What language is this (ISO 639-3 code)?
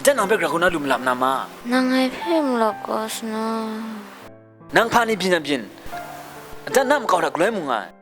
kac